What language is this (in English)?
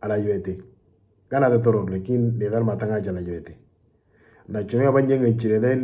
Moro